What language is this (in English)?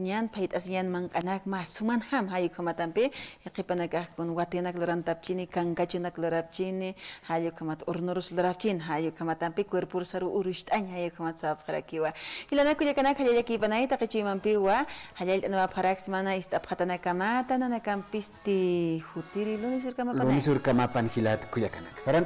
Aymara